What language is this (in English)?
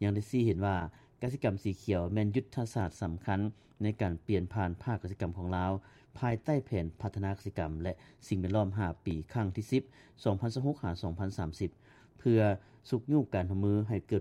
Lao